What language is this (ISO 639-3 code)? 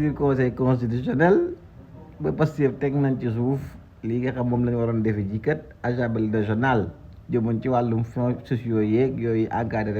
wol